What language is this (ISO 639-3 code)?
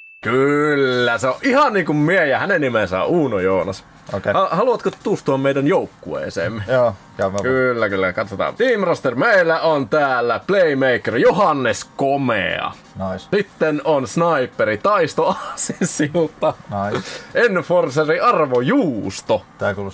fin